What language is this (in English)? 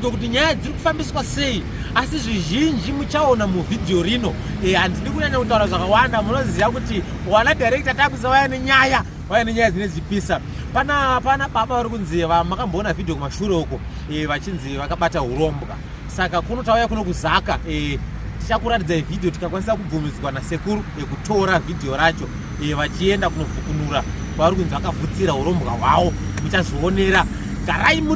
Shona